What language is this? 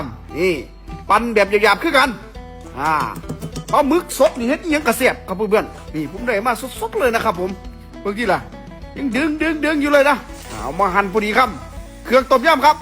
Northeastern Thai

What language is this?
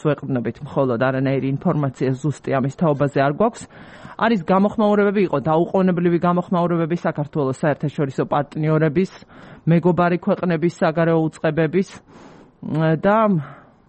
Georgian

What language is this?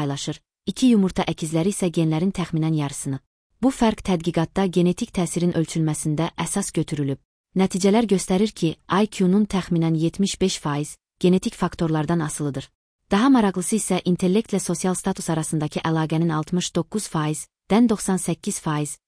Azerbaijani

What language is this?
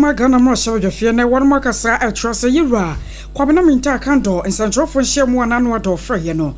Akan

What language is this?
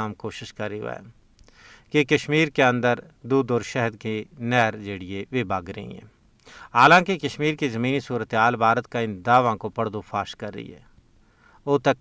Gujari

